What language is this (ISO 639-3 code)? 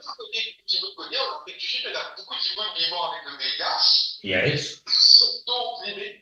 mfe